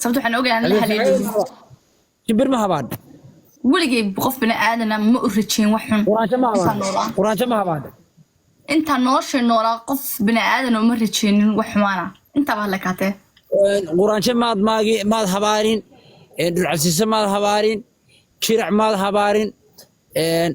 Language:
Somali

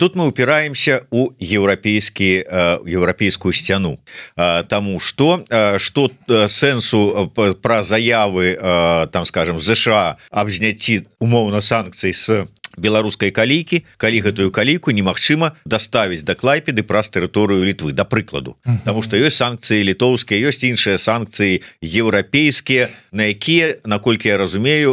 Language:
Belarusian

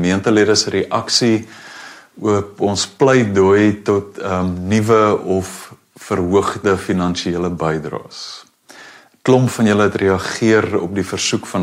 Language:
Afrikaans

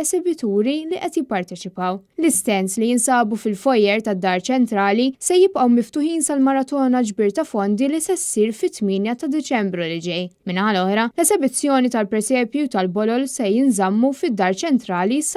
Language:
Maltese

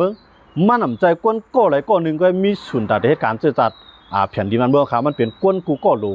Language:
Shan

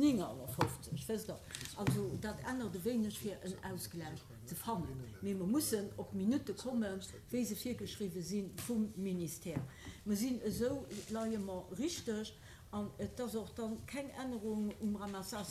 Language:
Luxembourgish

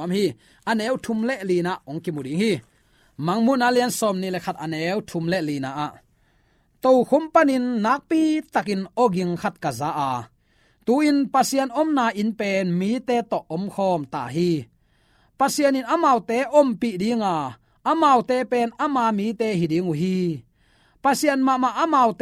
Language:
Tedim Chin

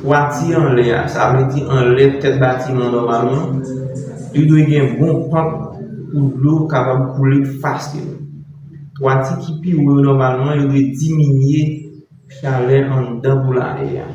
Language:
Haitian Creole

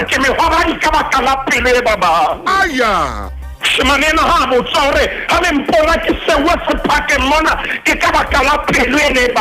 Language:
Southern Sotho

